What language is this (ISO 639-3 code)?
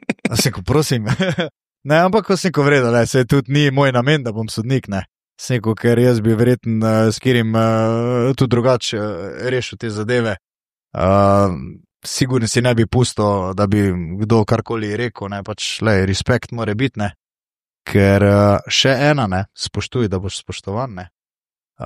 slv